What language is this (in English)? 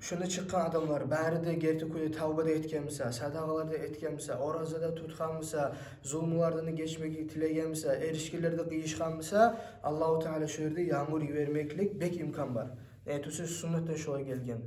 Kumyk